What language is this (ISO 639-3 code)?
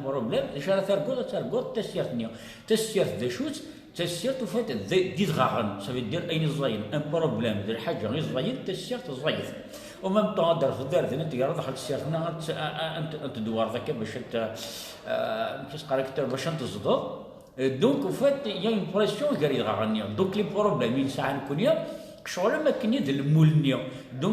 kab